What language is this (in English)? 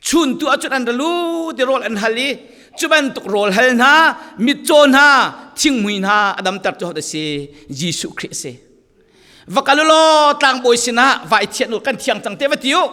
Falam Chin